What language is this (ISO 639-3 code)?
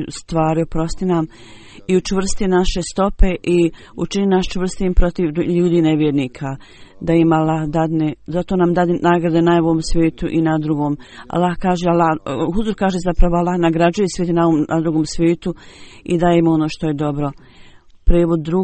bos